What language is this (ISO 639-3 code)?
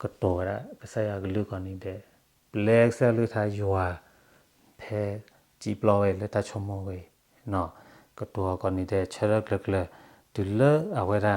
ksw